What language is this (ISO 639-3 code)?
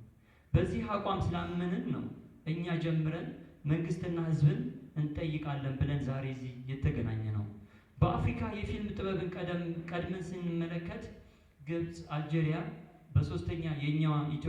amh